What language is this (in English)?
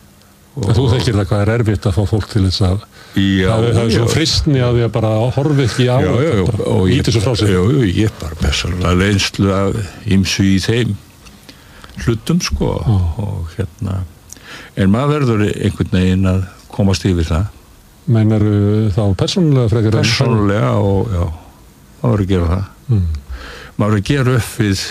Icelandic